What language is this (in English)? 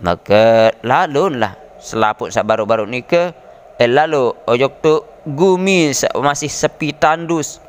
Sasak